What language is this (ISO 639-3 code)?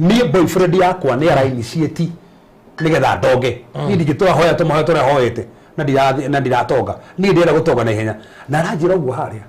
kik